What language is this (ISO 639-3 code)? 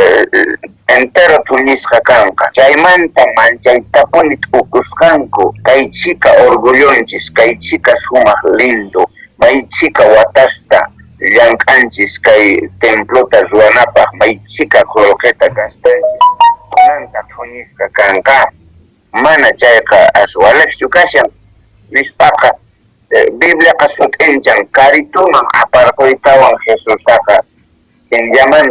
que